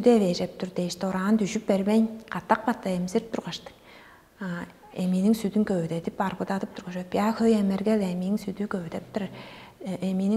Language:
Tuvinian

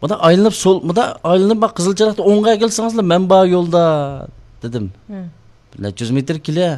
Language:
Uyghur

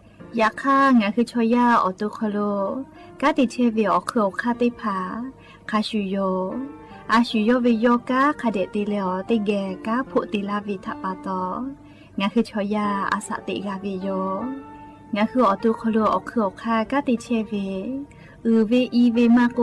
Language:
Lahu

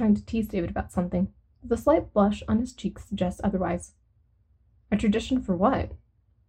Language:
English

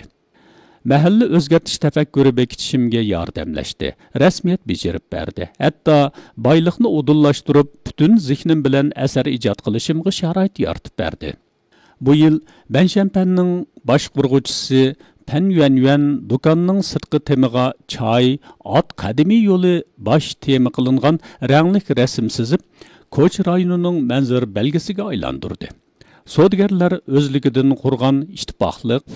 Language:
Uyghur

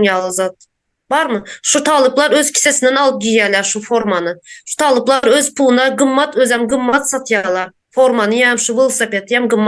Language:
Turkmen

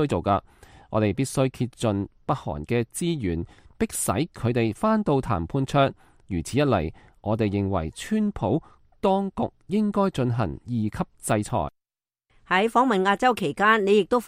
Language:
Cantonese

